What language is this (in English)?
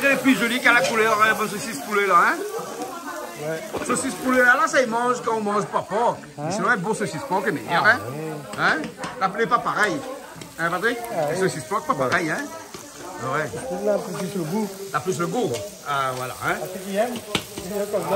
Réunion Creole French